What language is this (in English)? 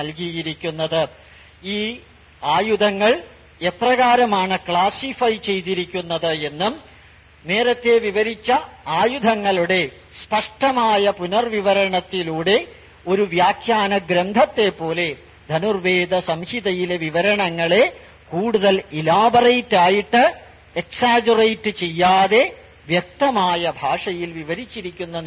Malayalam